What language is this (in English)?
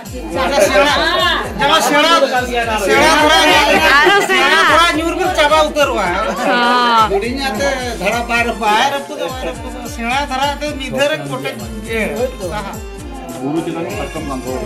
Santali